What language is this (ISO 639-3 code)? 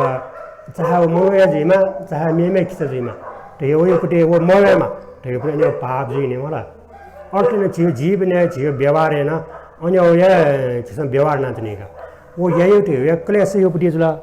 new